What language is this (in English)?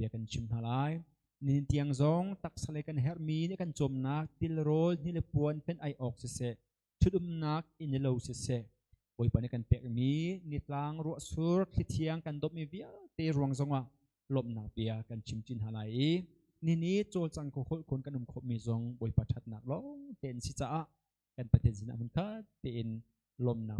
Hakha Chin